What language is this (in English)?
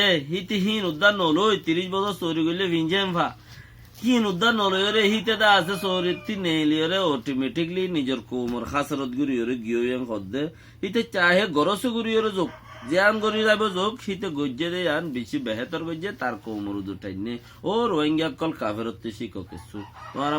Rohingya